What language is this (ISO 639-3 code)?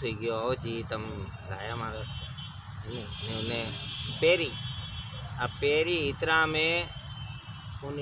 raj